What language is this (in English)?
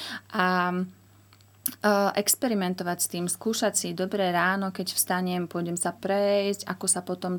Slovak